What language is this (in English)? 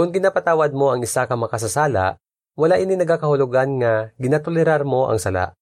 Hiligaynon